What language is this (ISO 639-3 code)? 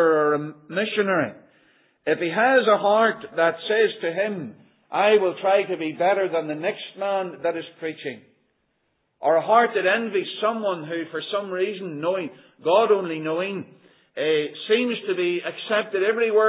eng